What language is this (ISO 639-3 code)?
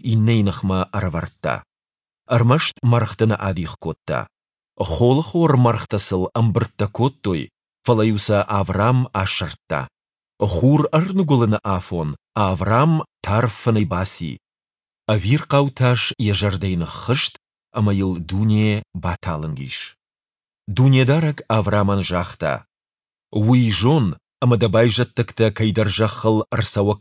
oss